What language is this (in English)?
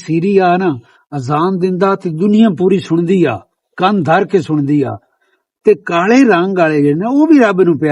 Western Panjabi